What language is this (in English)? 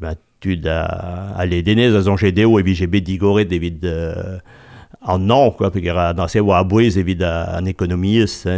Breton